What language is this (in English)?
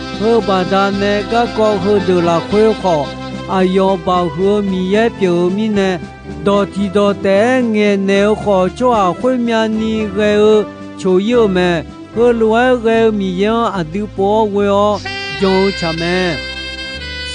Akha